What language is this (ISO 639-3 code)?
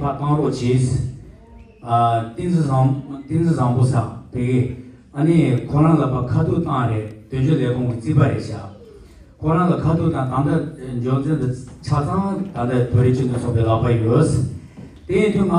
bod